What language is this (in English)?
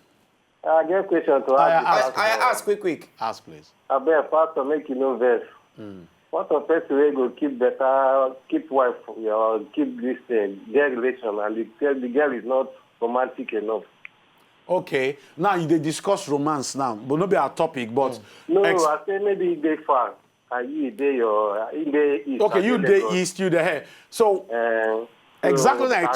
Nigerian Pidgin